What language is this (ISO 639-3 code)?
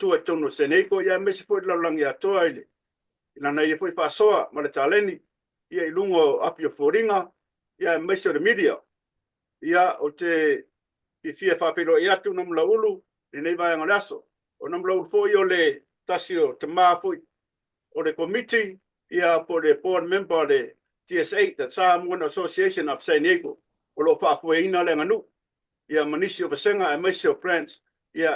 smo